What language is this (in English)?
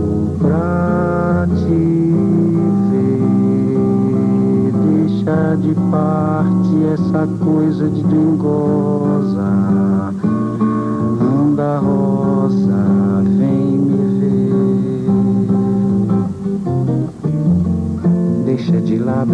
Portuguese